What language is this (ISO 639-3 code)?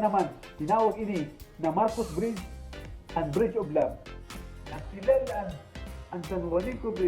war